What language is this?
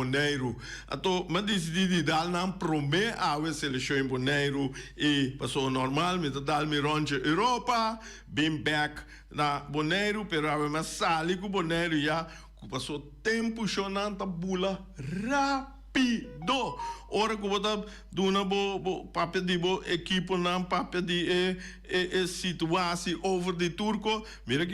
Papiamento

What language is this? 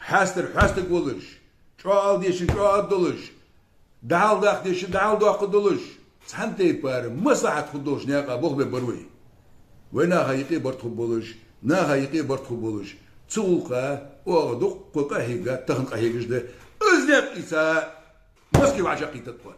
Ingush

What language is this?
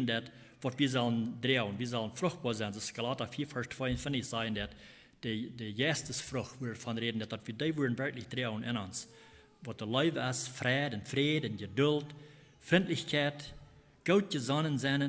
Plautdietsch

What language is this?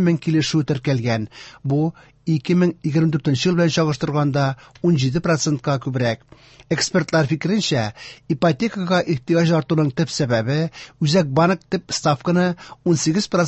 Tatar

